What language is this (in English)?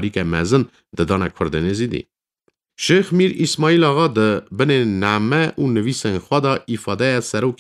Kurdish